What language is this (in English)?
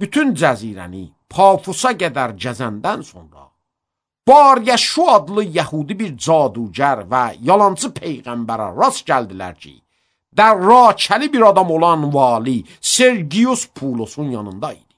Azerbaijani